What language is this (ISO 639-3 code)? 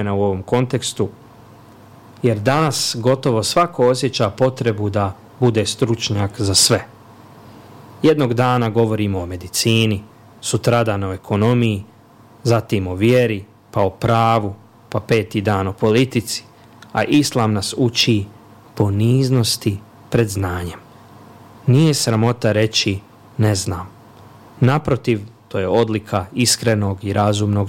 bos